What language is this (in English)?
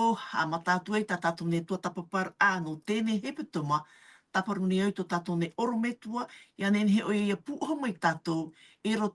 Tahitian